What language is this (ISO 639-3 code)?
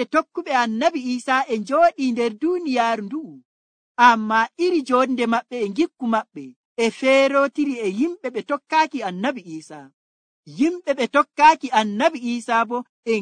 fuv